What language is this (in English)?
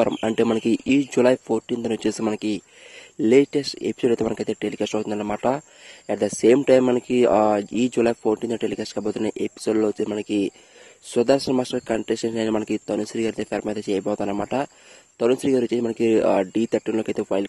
Telugu